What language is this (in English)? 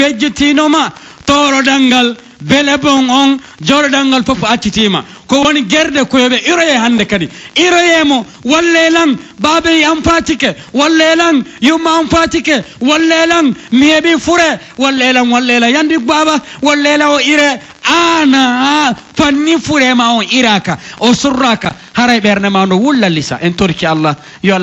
Pular